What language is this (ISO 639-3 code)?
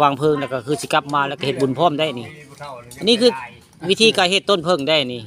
tts